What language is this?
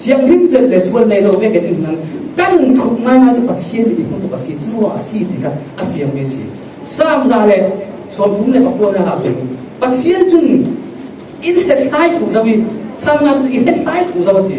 Falam Chin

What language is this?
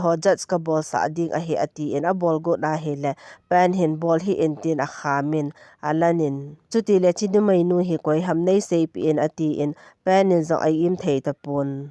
Thado Chin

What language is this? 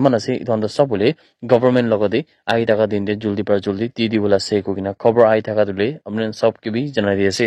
Naga Pidgin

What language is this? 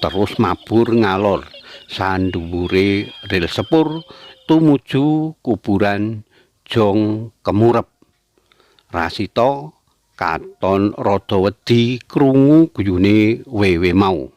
Javanese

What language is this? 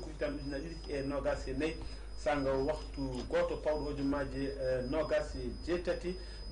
Fula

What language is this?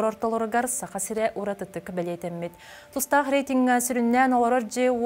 Yakut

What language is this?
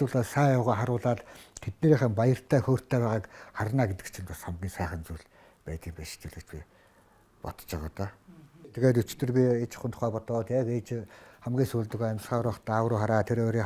Mongolian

